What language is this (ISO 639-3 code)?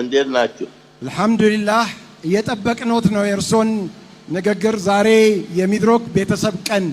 amh